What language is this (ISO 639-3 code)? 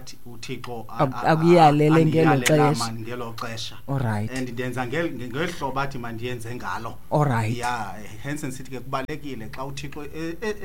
xho